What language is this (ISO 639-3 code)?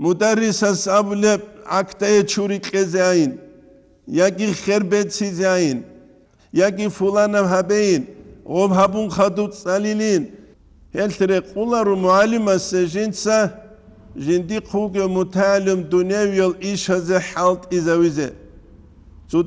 ava